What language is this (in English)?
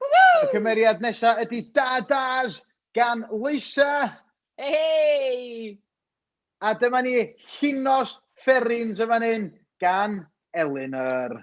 Welsh